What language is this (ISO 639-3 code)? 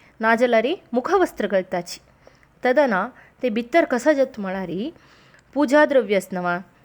kok